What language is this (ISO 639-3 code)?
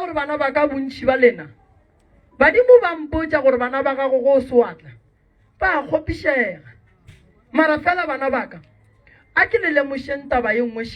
nso